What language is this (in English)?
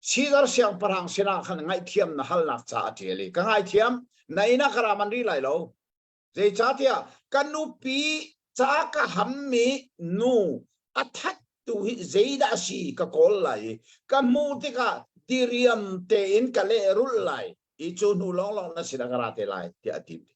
Hakha Chin